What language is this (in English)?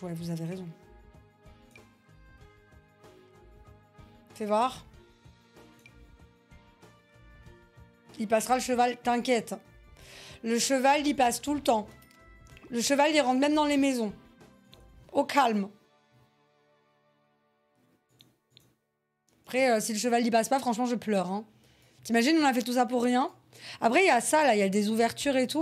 French